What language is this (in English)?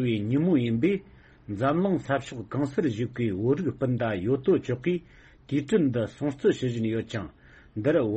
Tibetan